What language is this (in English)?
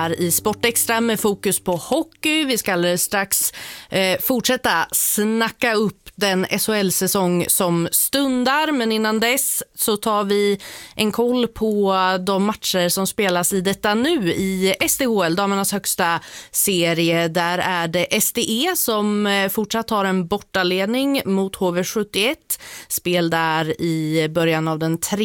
Swedish